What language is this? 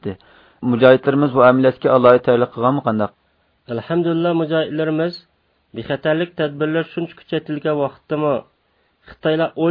Uyghur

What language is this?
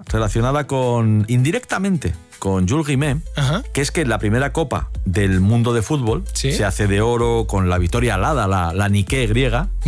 Spanish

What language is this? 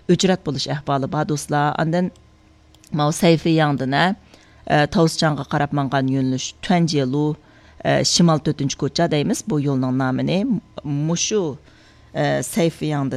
Uyghur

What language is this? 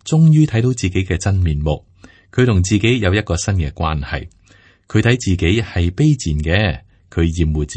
Cantonese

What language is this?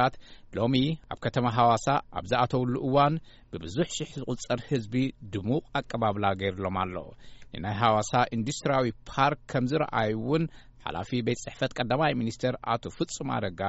Tigrinya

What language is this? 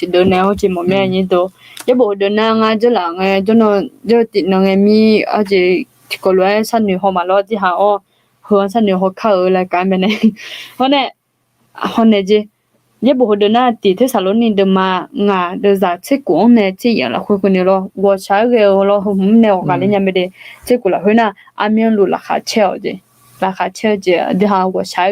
Akha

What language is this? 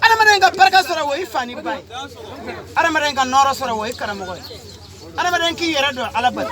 Bambara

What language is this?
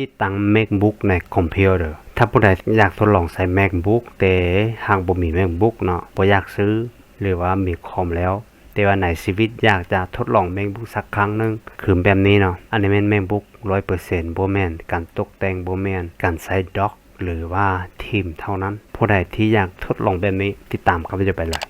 Lao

